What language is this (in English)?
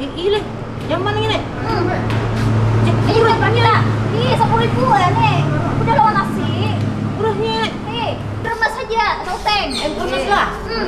Banjar